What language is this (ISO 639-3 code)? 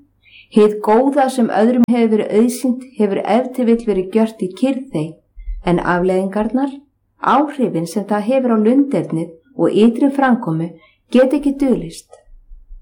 isl